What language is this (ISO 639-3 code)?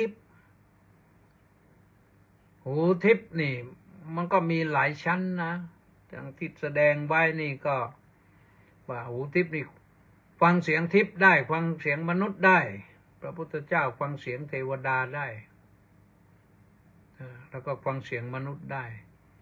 tha